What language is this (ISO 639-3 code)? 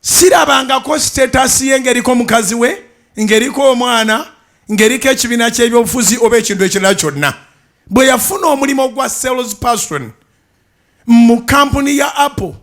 lug